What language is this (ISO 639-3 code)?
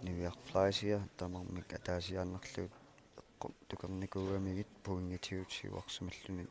kal